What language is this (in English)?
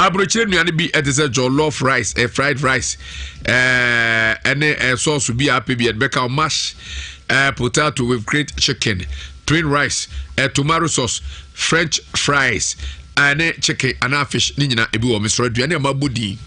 Akan